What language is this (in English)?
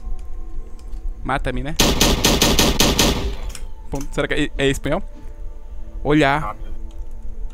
Portuguese